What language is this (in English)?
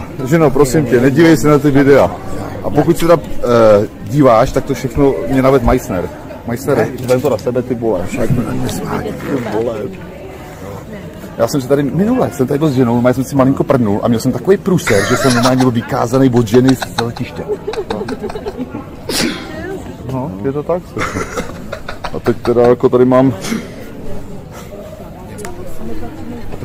Czech